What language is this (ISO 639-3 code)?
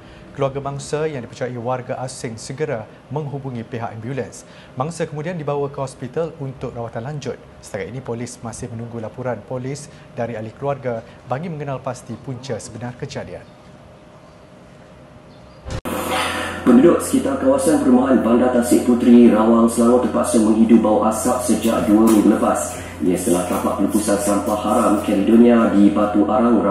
msa